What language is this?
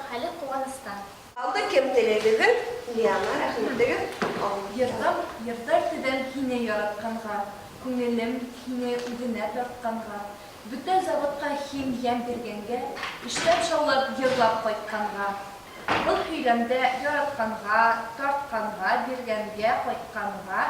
Bashkir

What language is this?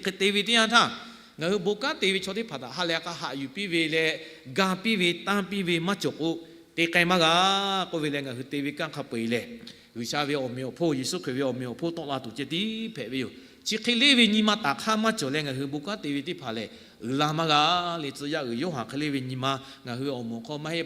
Lahu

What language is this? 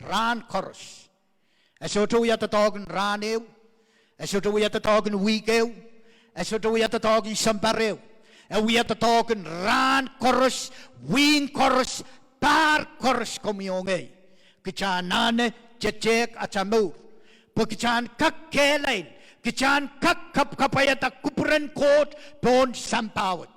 Pohnpeian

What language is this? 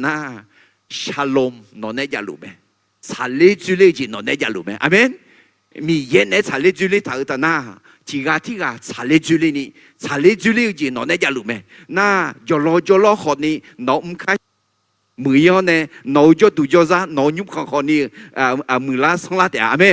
Akha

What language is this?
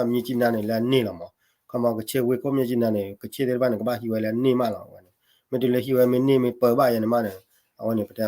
S'gaw Karen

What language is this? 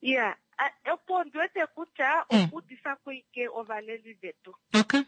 Kuanyama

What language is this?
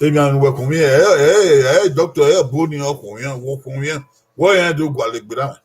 Bini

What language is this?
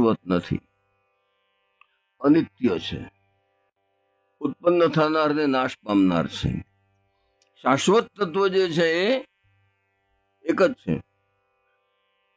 Gujarati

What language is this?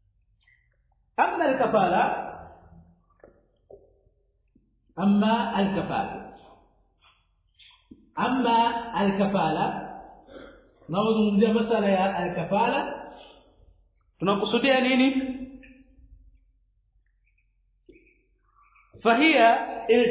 Swahili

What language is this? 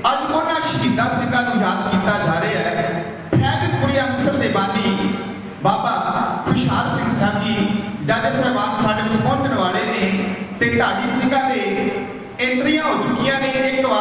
Punjabi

